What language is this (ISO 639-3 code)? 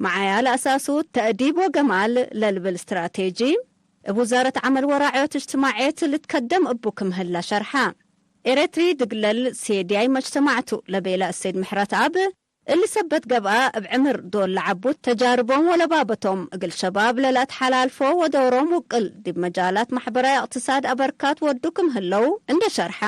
tig